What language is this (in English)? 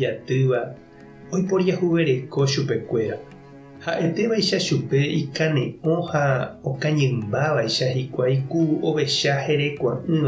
Guarani